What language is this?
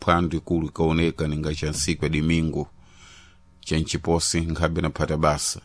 Sena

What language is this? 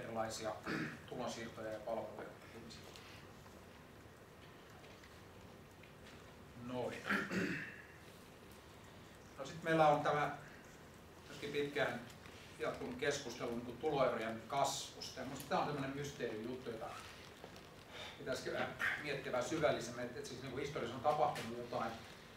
Finnish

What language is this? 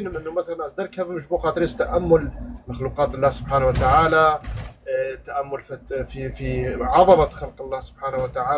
Kurdish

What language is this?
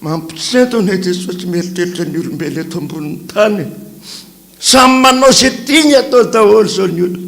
Malagasy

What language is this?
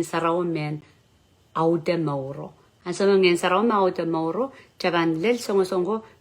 Pohnpeian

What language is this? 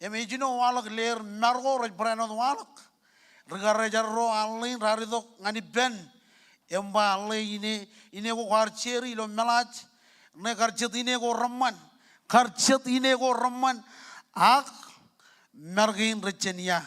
Marshallese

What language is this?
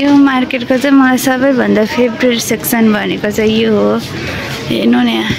Nepali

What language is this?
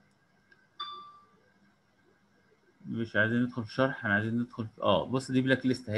Egyptian Arabic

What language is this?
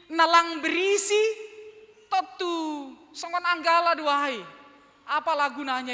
Batak Simalungun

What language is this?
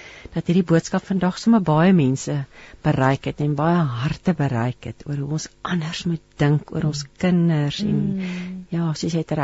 Afrikaans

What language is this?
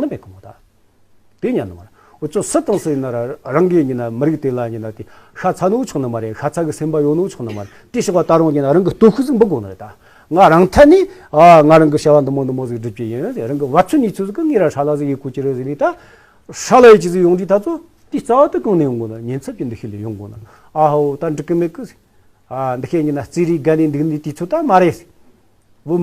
Tibetan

